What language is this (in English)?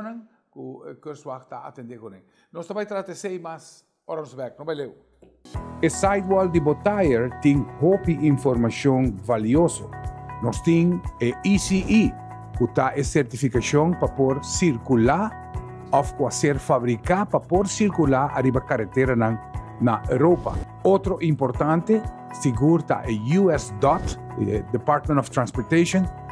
Papiamento